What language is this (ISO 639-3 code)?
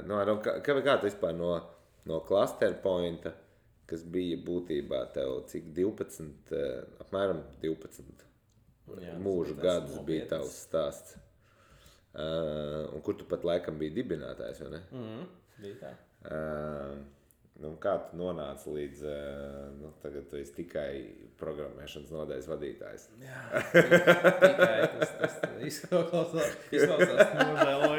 lav